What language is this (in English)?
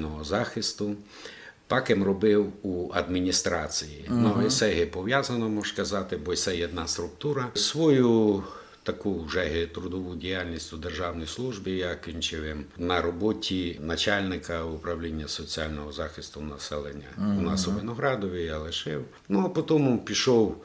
Rusyn